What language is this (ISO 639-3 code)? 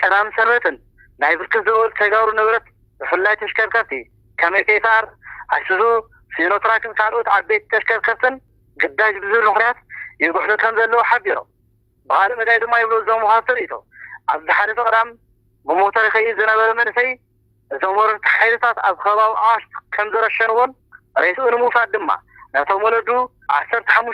tir